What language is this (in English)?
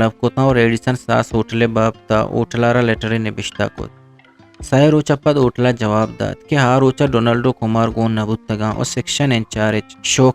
Eastern Balochi